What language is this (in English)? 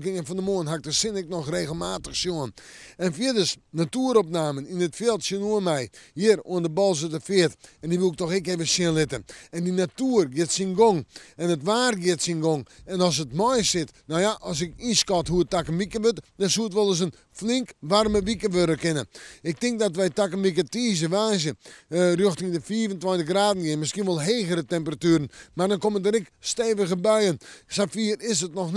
Western Frisian